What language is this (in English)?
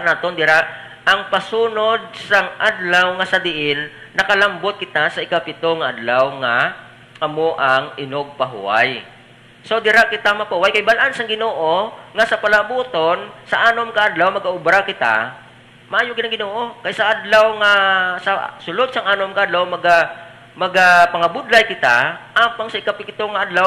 Hiligaynon